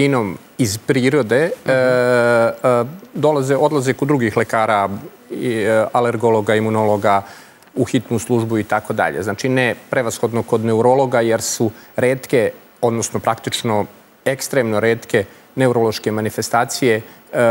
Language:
Serbian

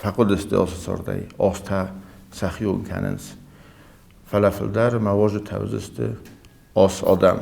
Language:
Ossetic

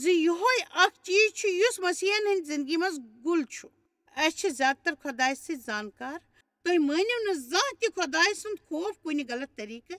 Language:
Kashmiri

